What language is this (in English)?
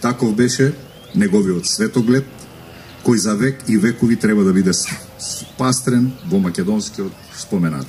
Macedonian